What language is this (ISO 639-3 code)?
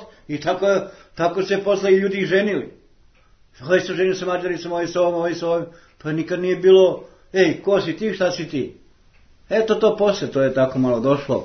srp